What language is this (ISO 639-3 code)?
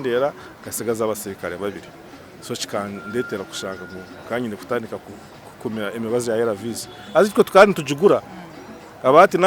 nyn